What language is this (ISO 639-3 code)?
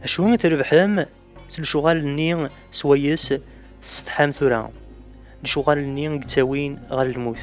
kab